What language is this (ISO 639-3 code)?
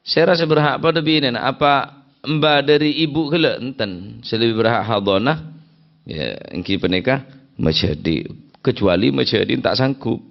mad